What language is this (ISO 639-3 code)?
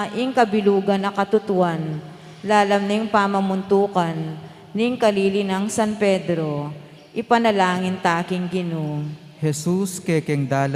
pam